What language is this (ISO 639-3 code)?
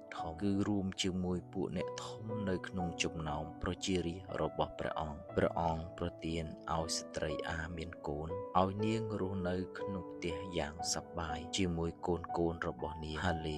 khm